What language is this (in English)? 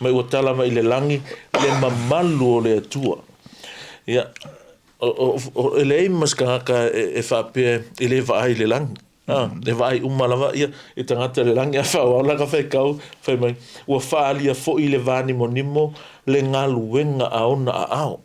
Samoan